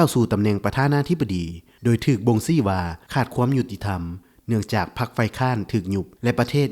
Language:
Lao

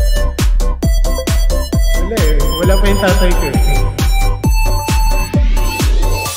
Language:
Filipino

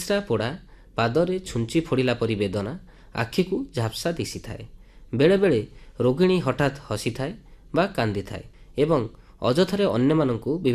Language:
Odia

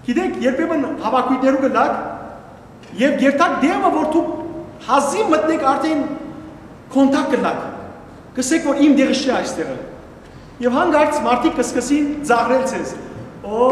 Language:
Western Armenian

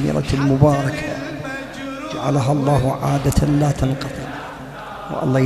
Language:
Arabic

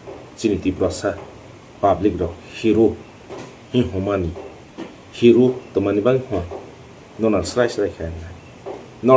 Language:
Kok Borok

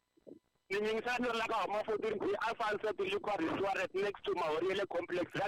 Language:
Tsonga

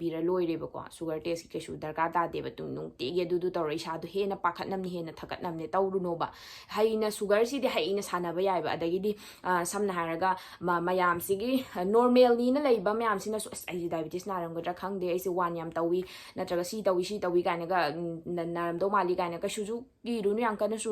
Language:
Manipuri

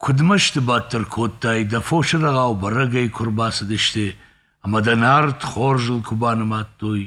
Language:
Ossetic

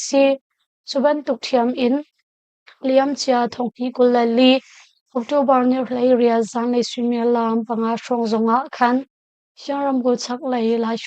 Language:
Hakha Chin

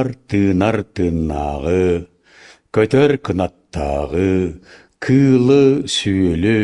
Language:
Yakut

